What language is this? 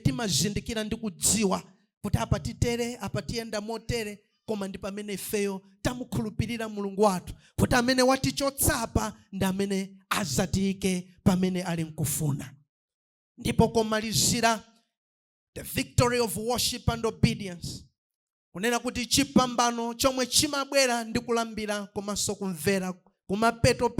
Nyanja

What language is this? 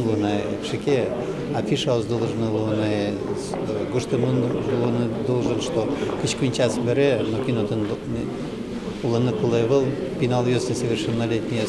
Udmurt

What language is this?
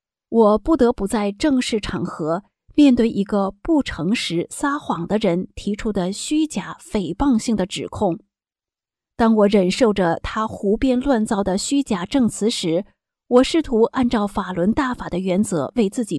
Chinese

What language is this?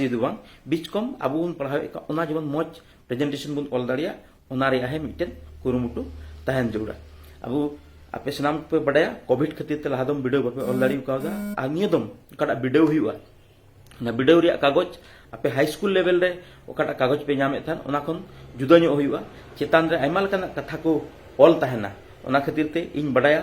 Santali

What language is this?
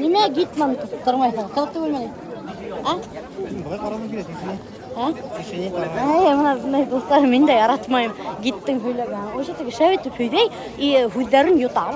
Bashkir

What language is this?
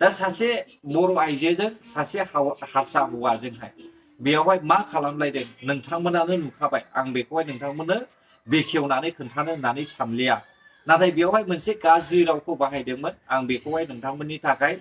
Bodo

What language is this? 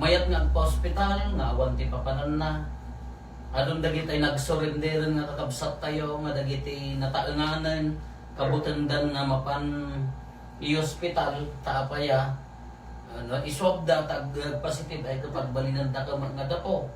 Iloko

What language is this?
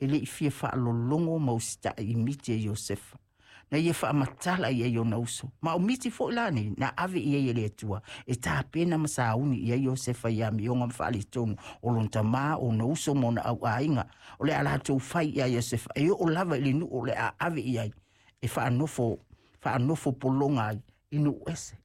Samoan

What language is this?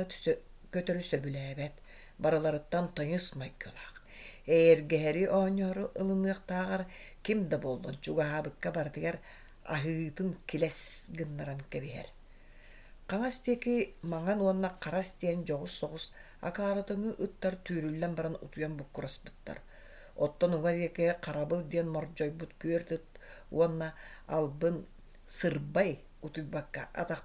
Yakut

